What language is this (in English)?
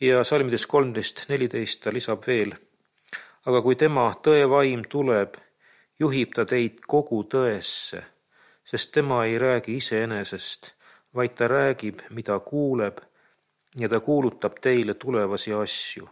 Estonian